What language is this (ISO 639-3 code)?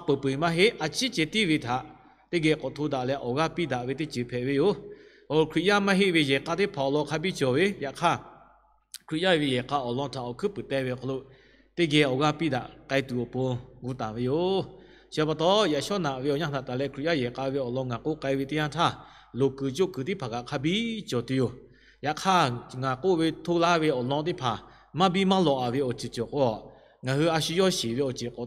lhu